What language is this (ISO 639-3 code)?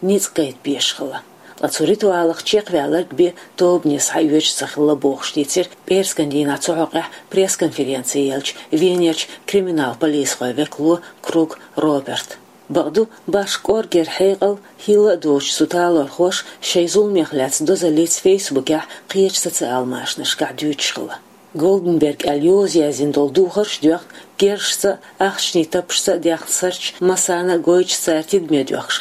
che